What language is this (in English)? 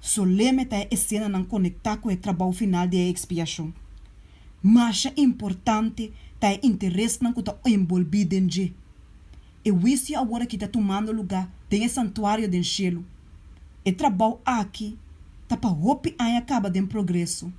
Papiamento